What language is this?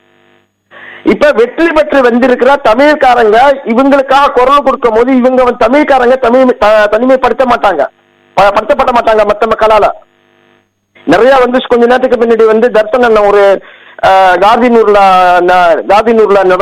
Tamil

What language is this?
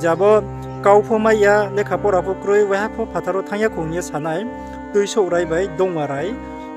Riang (India)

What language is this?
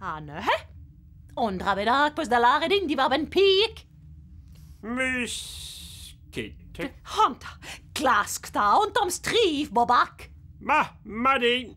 Breton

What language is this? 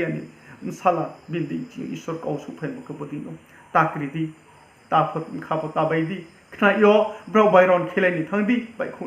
Riang (India)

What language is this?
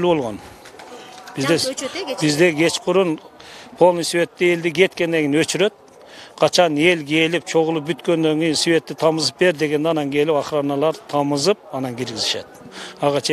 Kyrgyz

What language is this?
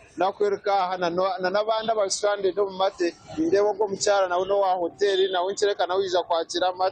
Nyankole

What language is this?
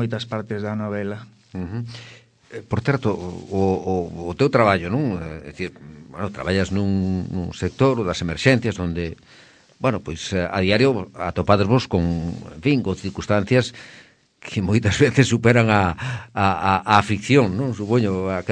Galician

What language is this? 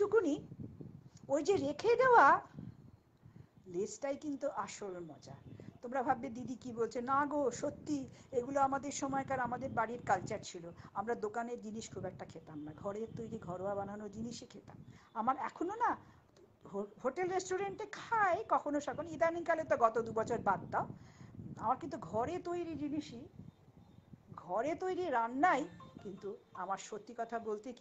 Bangla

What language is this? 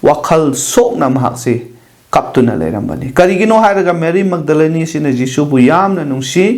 Manipuri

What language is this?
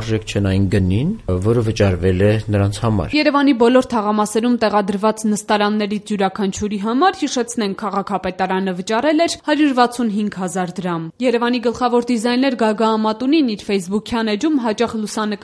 Armenian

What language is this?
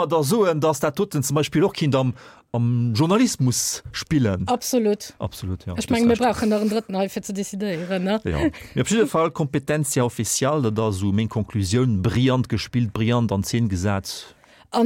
Luxembourgish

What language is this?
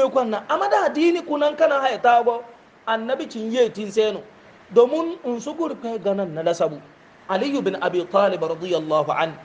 Hausa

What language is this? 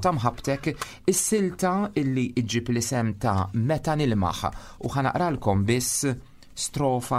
Maltese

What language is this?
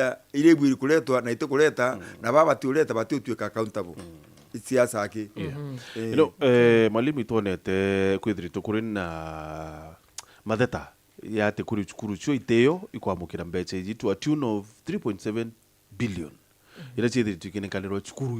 Meru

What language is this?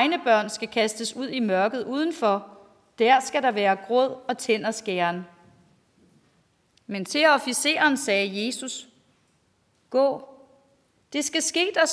Danish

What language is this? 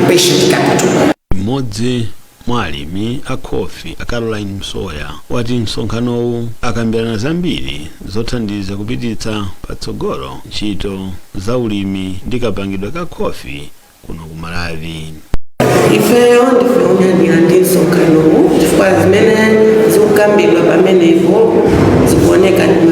Nyanja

